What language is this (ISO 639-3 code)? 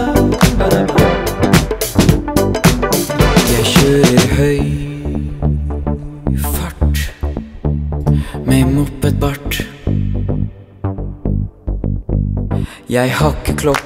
nor